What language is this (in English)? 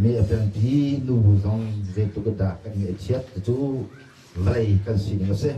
Hakha Chin